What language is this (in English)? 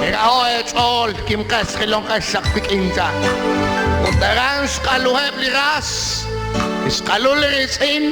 Kekchí